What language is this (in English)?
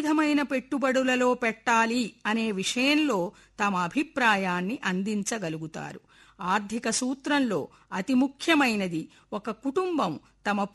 Telugu